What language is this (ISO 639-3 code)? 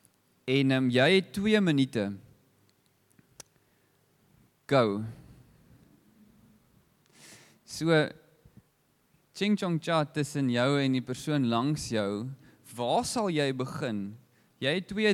afr